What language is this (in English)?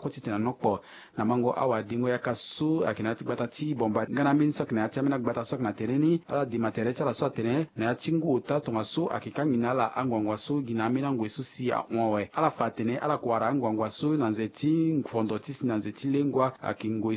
Sango